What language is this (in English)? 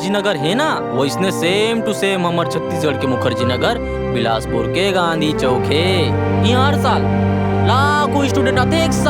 Chhattisgarhi